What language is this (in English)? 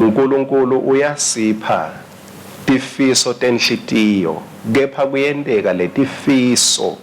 Swati